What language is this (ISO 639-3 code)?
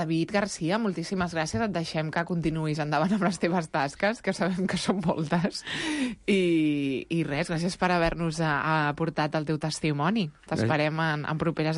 cat